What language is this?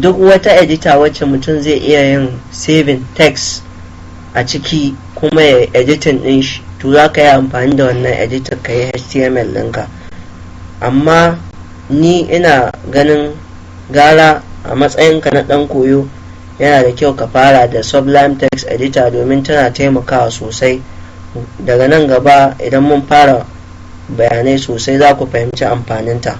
Hausa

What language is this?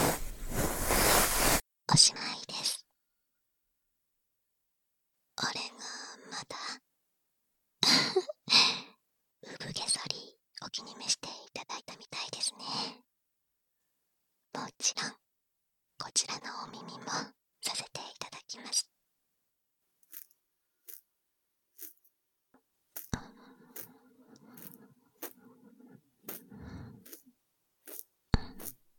Japanese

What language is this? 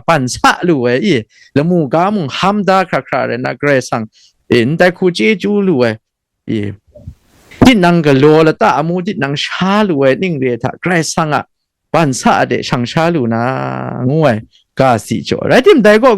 Kachin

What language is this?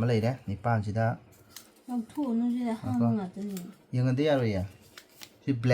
Manipuri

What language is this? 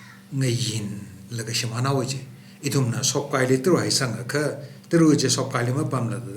Tangkhul Naga (India)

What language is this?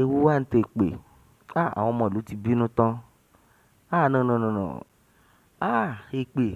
Yoruba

